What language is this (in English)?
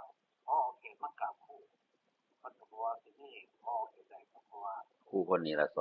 Northeastern Thai